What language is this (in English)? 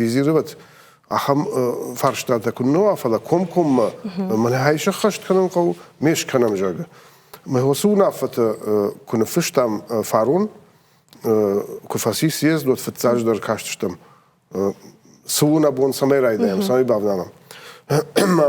Ossetic